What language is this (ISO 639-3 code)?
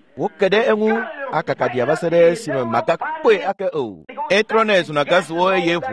ewe